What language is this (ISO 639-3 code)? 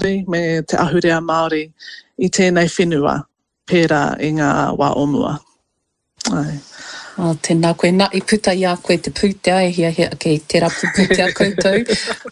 mri